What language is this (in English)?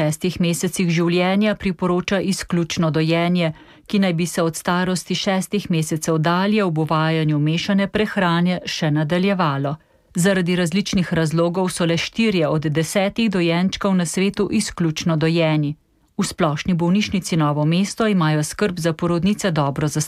Slovenian